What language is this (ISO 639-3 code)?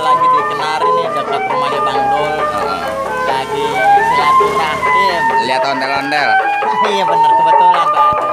bew